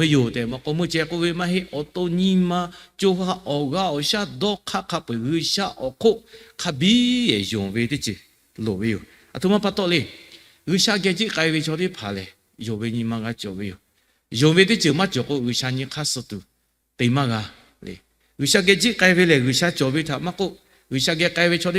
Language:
Lahu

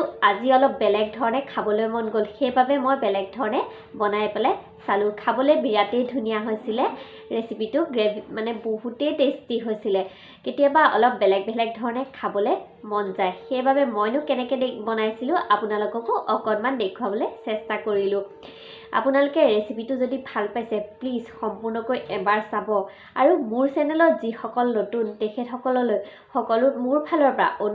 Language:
Assamese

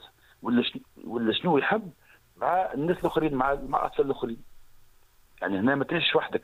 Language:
Tunisian Arabic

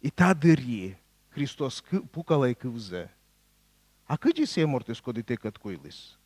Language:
Komi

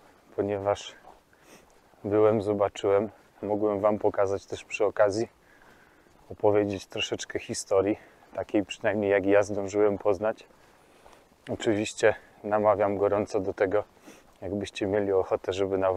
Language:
Polish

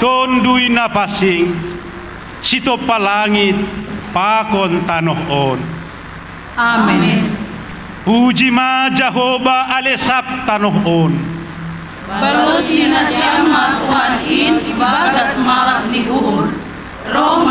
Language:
Batak Simalungun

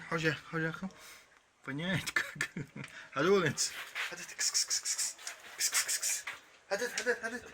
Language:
Chechen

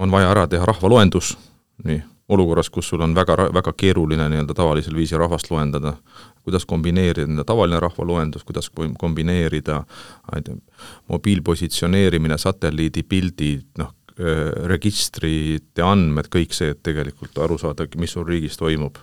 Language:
Estonian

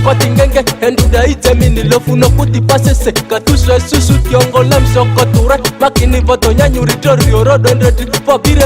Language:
Ma'di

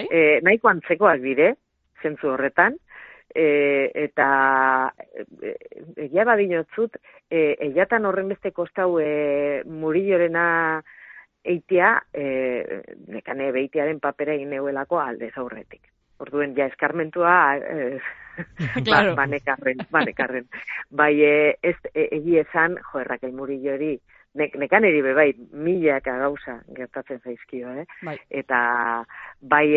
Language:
Basque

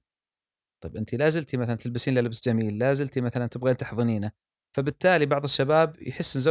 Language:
Gulf Arabic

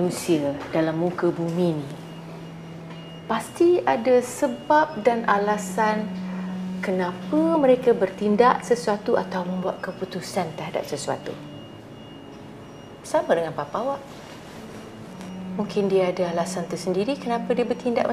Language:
Malay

